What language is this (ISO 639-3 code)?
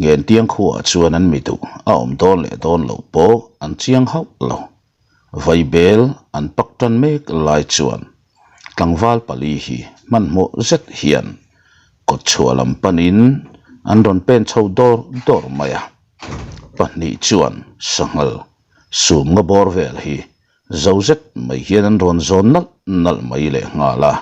lus